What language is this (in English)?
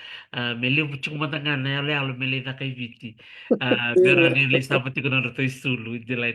Fijian